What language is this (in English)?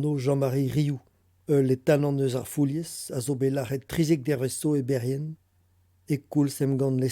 Breton